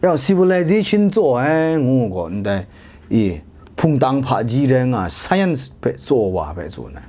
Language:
Kachin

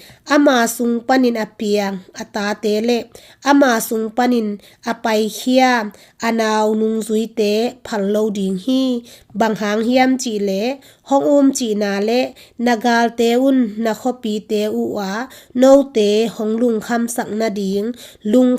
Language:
Tedim Chin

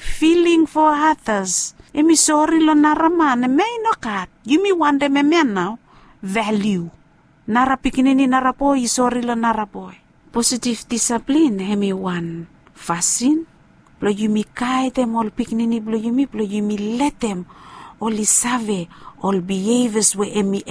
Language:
Bislama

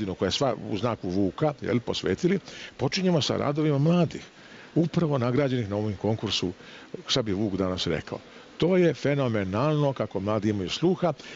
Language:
Serbian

